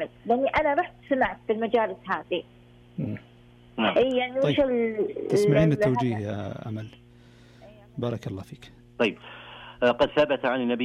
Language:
Arabic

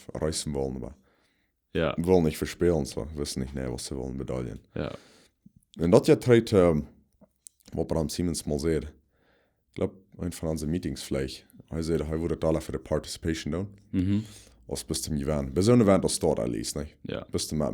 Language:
Plautdietsch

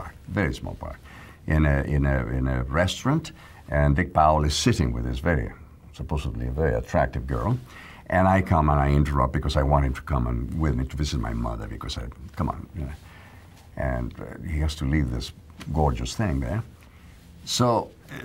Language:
English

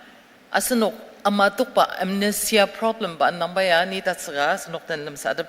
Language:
Ao Naga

